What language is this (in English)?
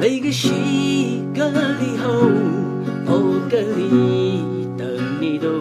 Tangkhul Naga (India)